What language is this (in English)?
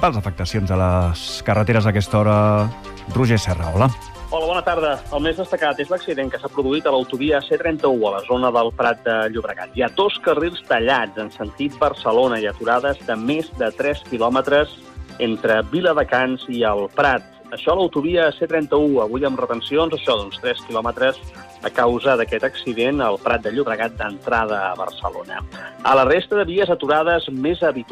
Catalan